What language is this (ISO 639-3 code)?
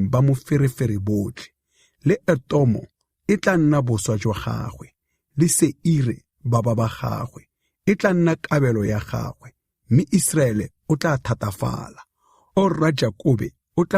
tsn